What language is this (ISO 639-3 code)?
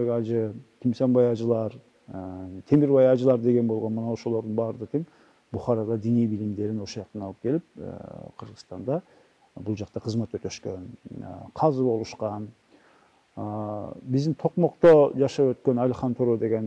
kir